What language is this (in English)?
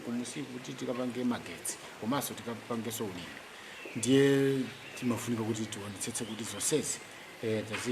Nyanja